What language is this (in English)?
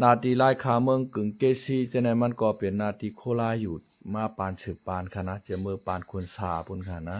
Shan